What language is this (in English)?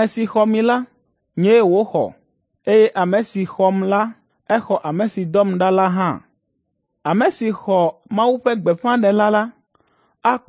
Ewe